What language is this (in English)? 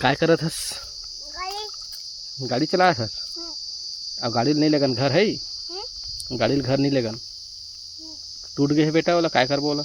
Chhattisgarhi